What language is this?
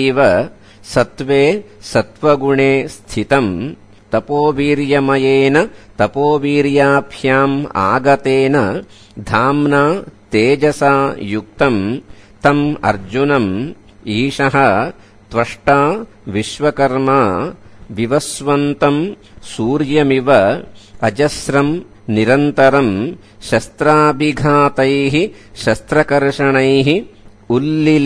Sanskrit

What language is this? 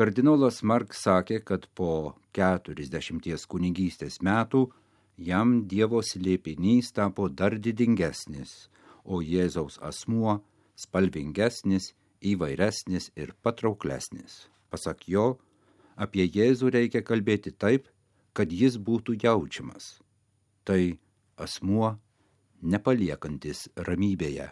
Lithuanian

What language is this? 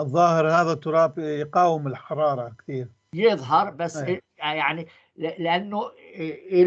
North Levantine Arabic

